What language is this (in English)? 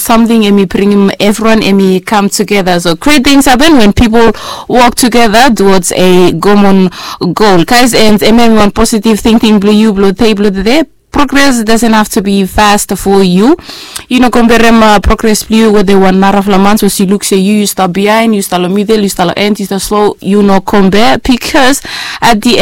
Bislama